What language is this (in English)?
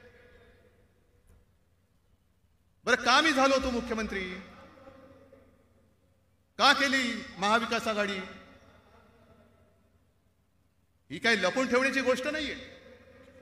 Marathi